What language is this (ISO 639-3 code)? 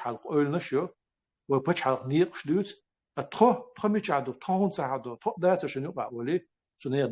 che